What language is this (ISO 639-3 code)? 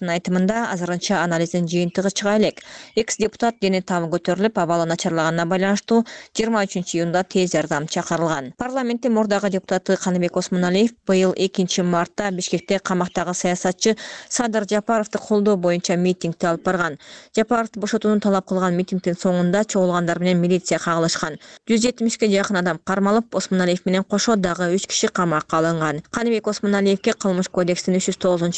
kir